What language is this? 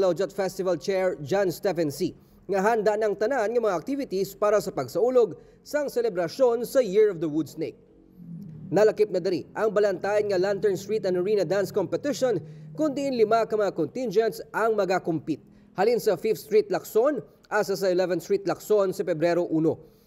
Hiligaynon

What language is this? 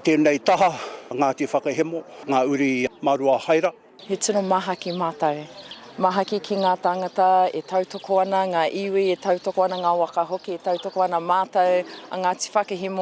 Māori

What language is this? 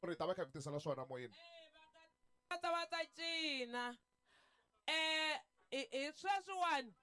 Tsonga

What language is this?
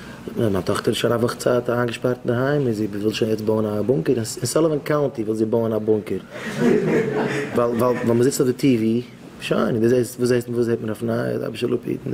Yiddish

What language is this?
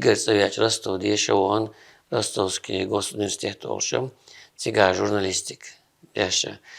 Chechen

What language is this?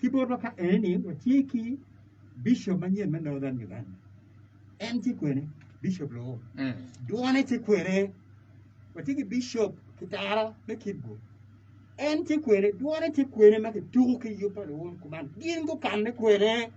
Acoli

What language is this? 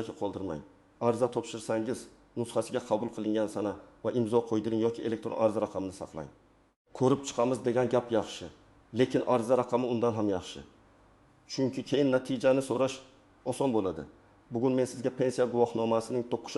Uzbek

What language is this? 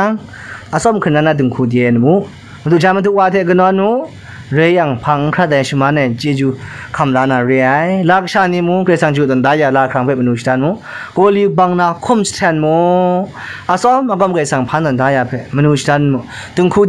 Kachin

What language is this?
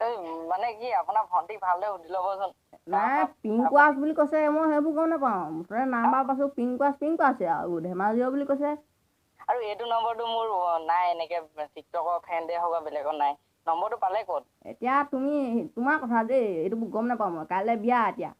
Assamese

